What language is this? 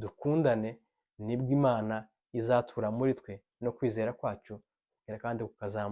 Kinyarwanda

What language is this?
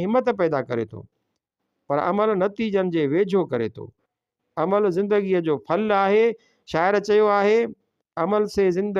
Sindhi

